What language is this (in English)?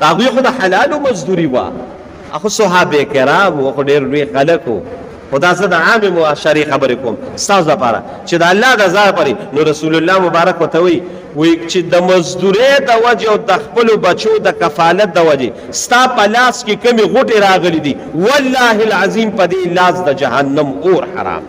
Pashto